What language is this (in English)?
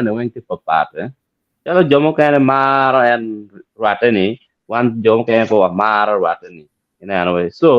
Acoli